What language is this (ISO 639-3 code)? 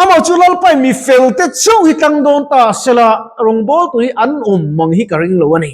lus